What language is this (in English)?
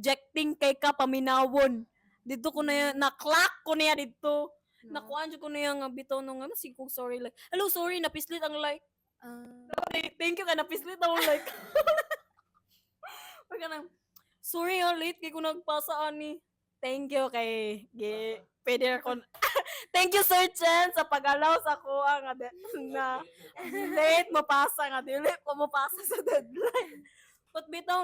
Cebuano